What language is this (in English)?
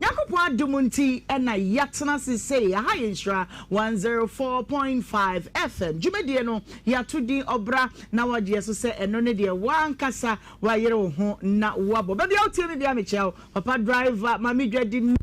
Akan